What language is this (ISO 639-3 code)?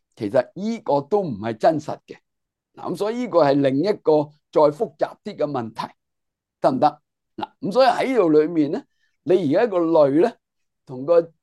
yue